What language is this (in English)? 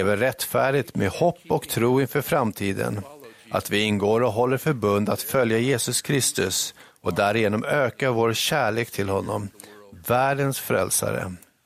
Swedish